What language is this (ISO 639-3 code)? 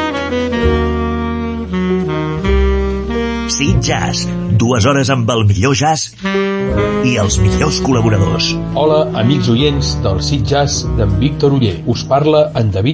cat